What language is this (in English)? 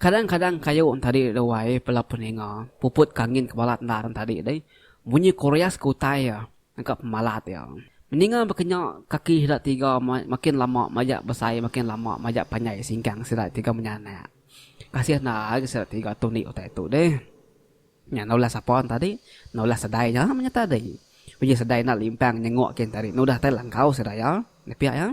Iban